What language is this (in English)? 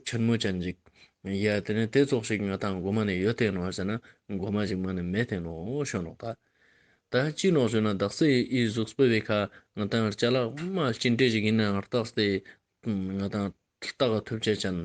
Ladakhi